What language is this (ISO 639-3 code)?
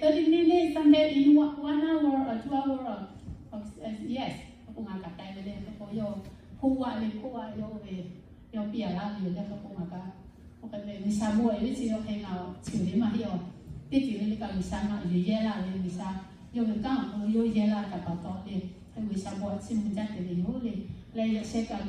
lhu